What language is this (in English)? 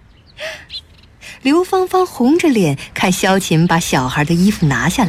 Chinese